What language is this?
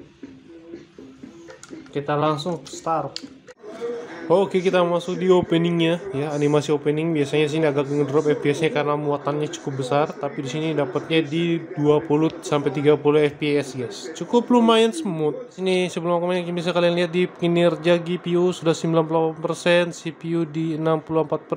Indonesian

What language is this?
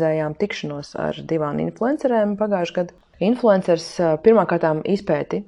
Latvian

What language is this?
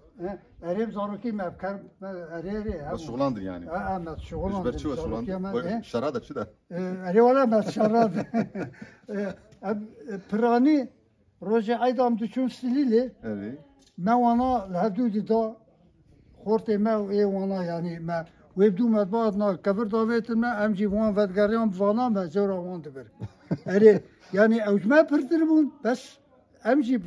Kurdish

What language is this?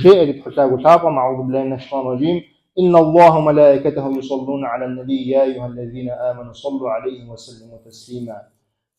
Kabardian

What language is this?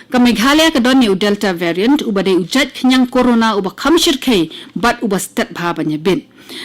Khasi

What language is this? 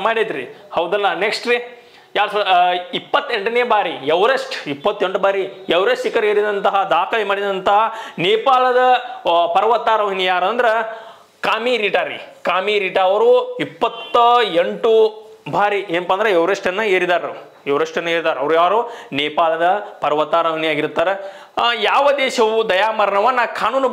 Kannada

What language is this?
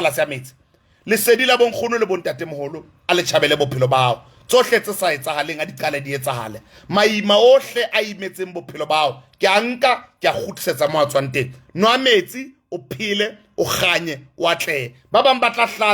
Southern Sotho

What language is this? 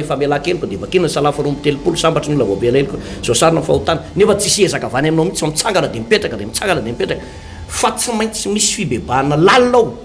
Malagasy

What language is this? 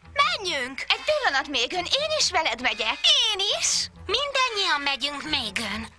Hungarian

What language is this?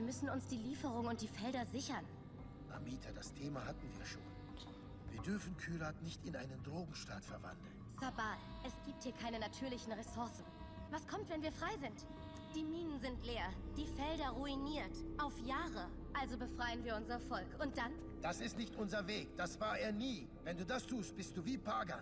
Swiss German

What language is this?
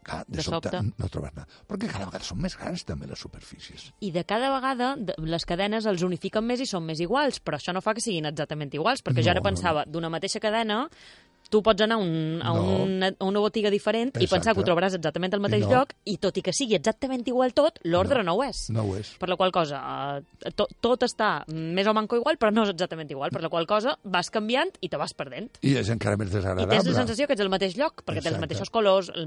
Catalan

